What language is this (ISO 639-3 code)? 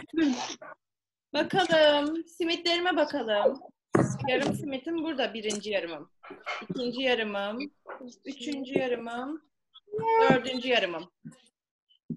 tur